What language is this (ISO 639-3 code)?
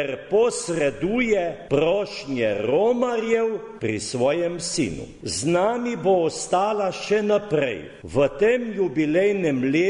slv